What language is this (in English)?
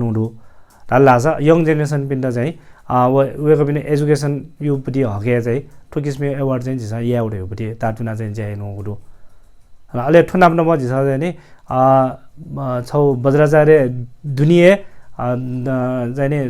Newari